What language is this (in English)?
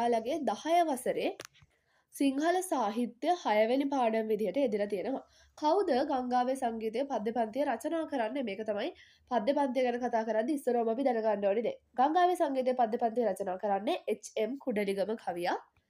Sinhala